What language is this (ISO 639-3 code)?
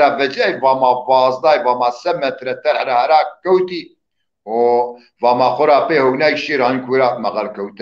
zza